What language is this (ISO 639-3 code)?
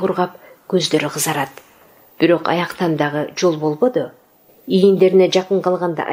kir